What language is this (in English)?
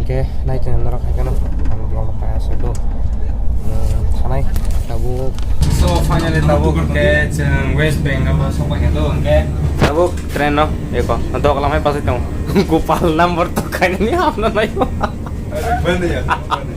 Kok Borok